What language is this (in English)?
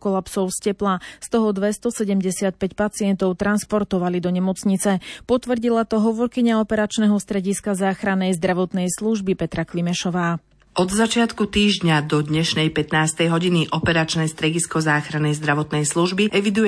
Slovak